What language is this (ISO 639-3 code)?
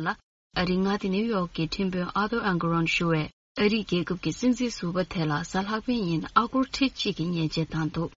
bod